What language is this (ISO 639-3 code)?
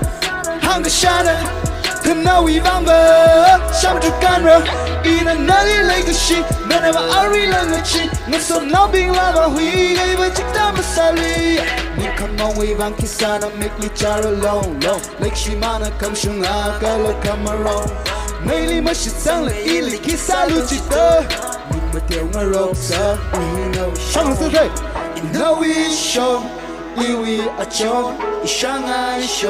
nmf